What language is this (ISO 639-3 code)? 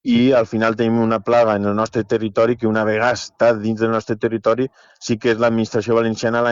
cat